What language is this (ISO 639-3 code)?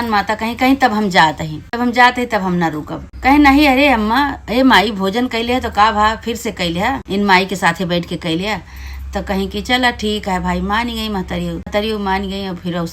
awa